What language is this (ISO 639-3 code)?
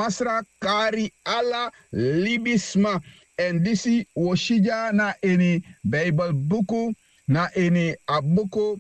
srn